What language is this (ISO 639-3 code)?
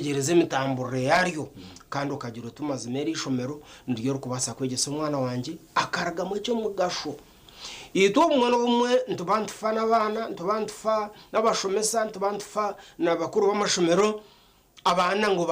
nyn